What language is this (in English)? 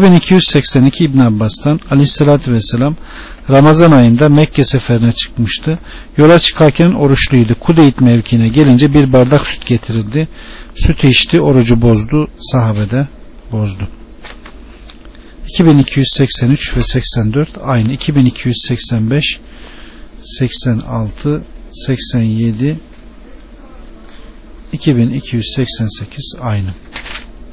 Turkish